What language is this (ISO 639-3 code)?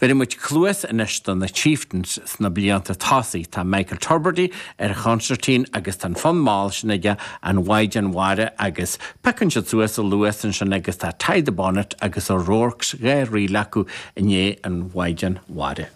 gle